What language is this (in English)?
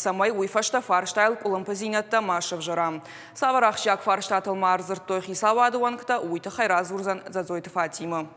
Ossetic